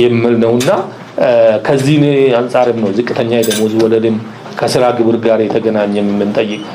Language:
Amharic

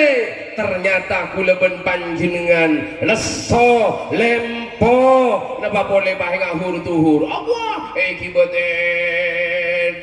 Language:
Madurese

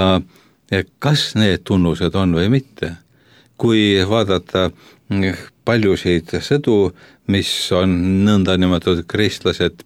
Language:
Estonian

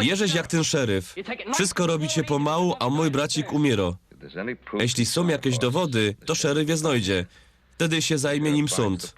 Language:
Silesian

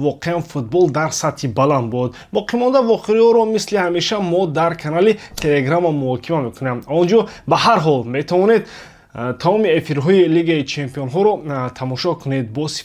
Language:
Tajik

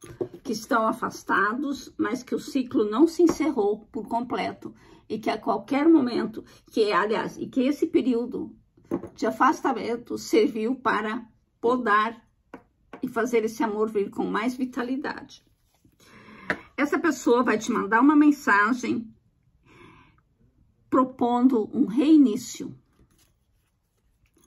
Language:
Portuguese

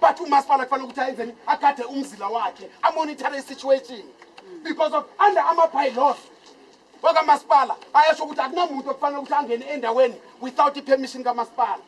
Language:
Zulu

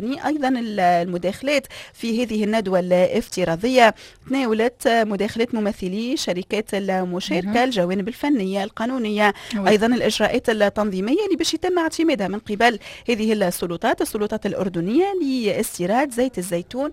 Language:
Tunisian Arabic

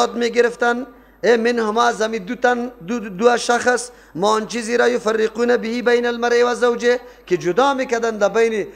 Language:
Persian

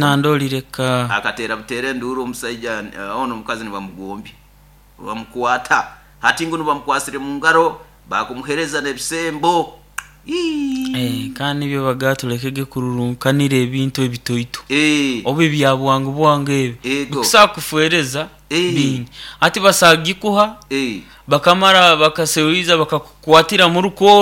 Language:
Nyoro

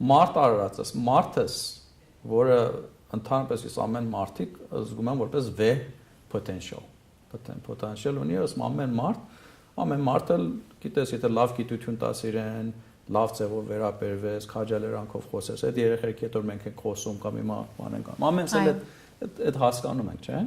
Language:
Western Armenian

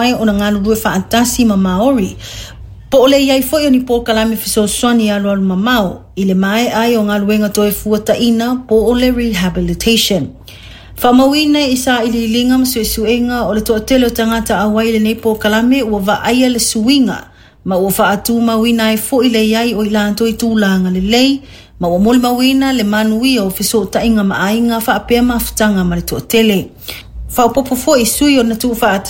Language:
Samoan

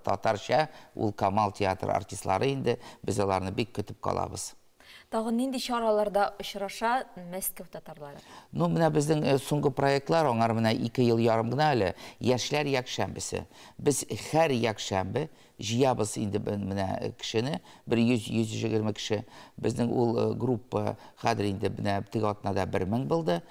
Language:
Tatar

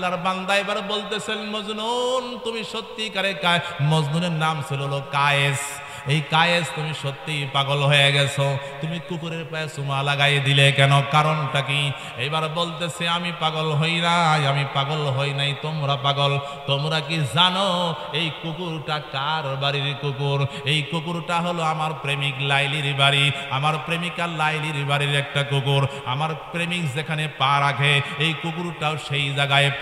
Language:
Bangla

